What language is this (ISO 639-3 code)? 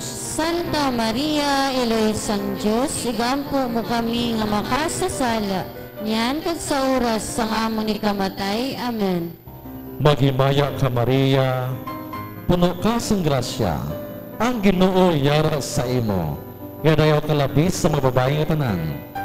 hil